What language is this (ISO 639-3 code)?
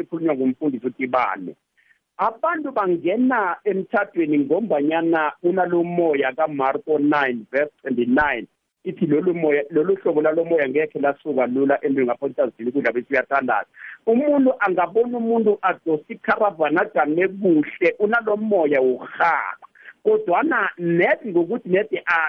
nbl